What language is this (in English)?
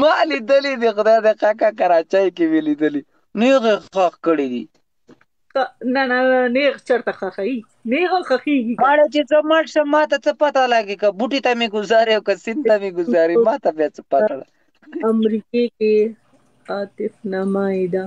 Pashto